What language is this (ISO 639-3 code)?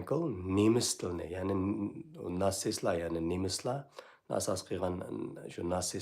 uig